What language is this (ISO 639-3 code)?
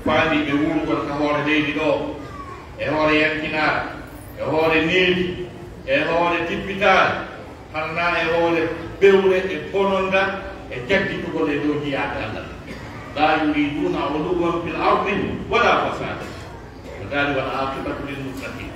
fuf